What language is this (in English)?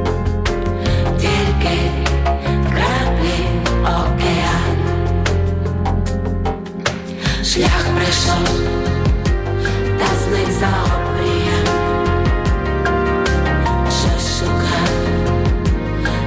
Ukrainian